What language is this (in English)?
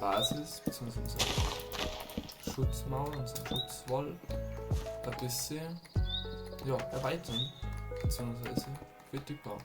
Bavarian